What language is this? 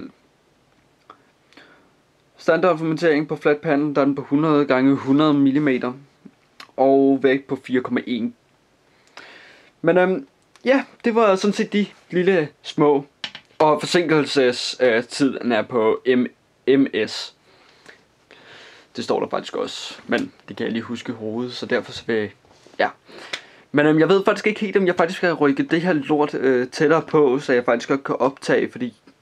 Danish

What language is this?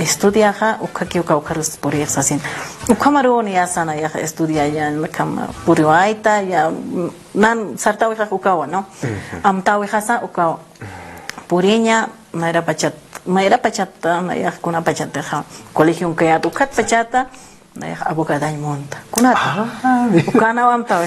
Aymara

